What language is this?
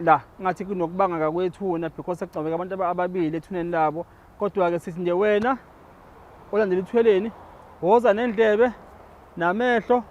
Zulu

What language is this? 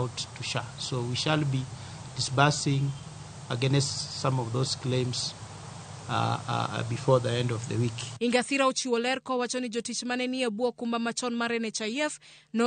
Luo (Kenya and Tanzania)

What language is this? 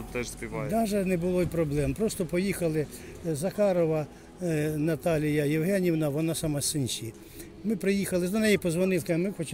Ukrainian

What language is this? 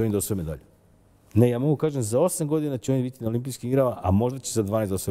Serbian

